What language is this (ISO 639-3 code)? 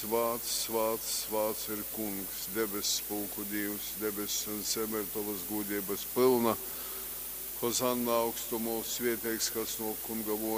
ltg